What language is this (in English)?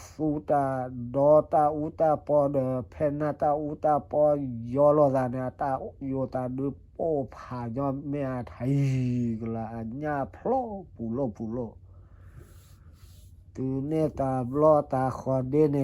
S'gaw Karen